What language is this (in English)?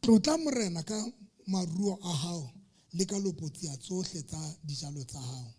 Southern Sotho